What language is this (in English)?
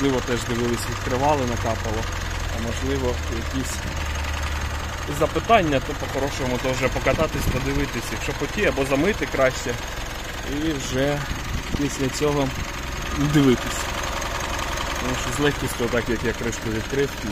Ukrainian